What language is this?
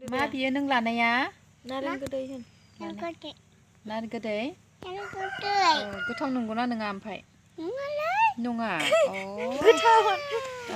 Bodo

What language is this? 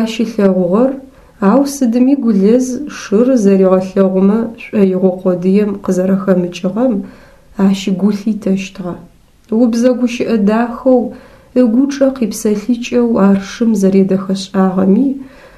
Adyghe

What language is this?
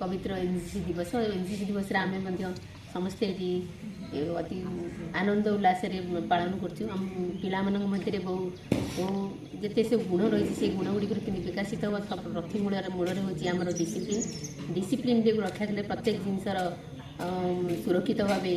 Odia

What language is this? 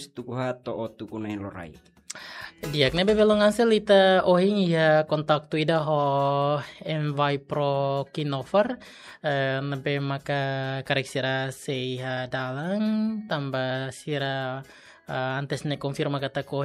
Tetum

